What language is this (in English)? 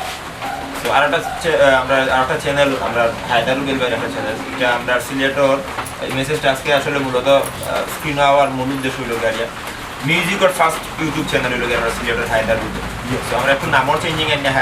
Sylheti